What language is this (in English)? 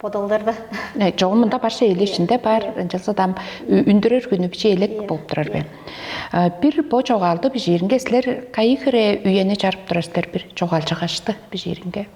Tuvinian